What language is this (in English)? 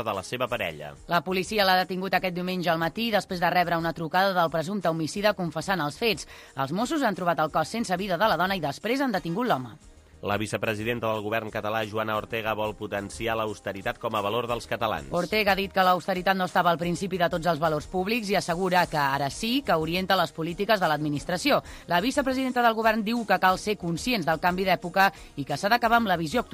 Catalan